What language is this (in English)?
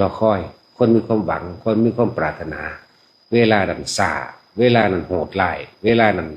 Lao